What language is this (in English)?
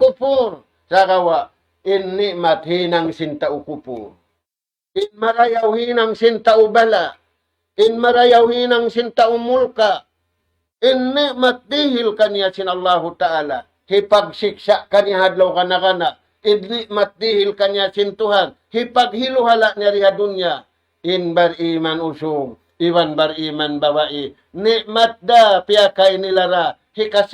Tausug